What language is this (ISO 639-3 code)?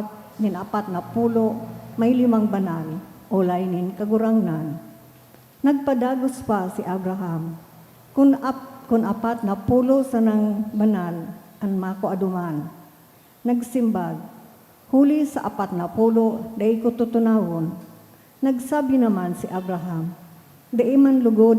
bik